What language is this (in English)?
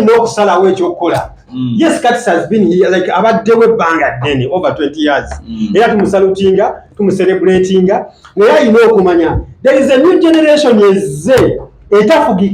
Ganda